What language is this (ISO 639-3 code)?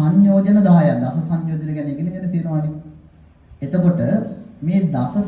sin